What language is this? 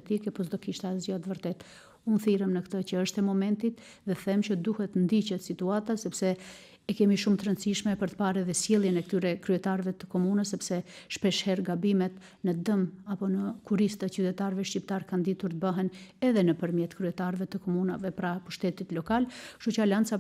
Albanian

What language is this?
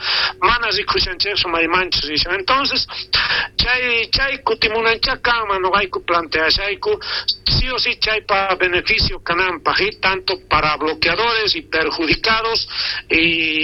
South Bolivian Quechua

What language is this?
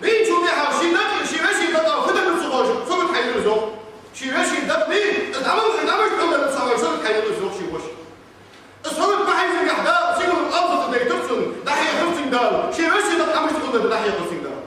Ingush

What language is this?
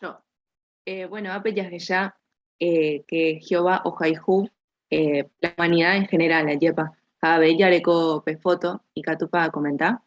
Guarani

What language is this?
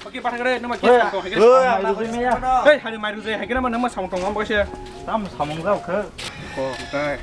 Kok Borok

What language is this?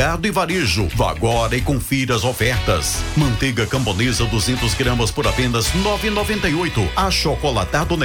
Portuguese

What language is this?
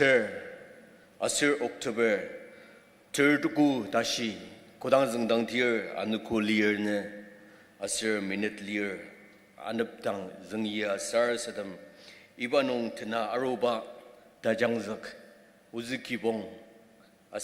Ao Naga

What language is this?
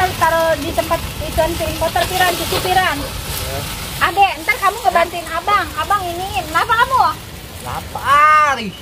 Betawi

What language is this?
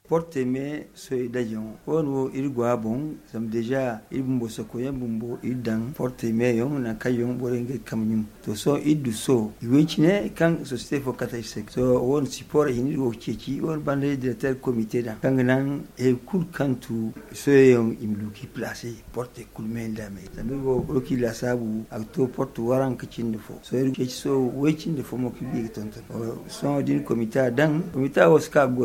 Zarma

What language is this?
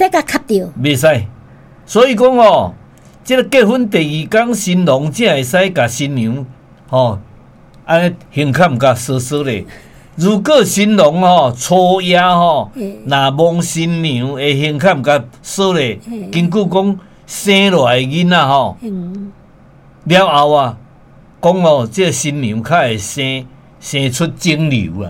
Min Nan Chinese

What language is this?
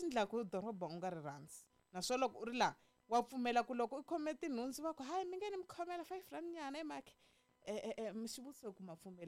Tsonga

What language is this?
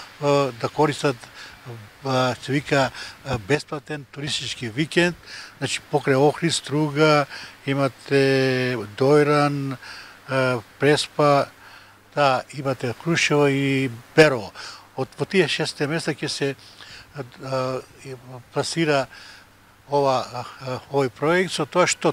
Macedonian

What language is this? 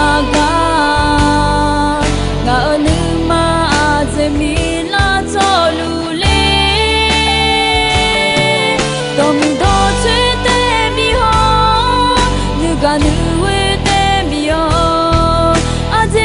Akha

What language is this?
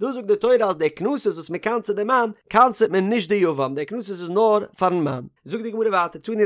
Yiddish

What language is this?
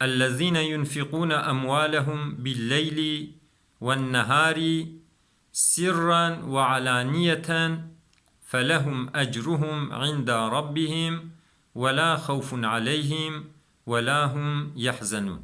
Kurdish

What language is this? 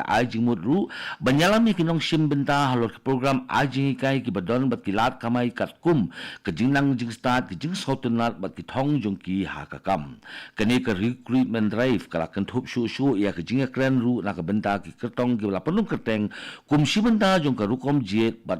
Khasi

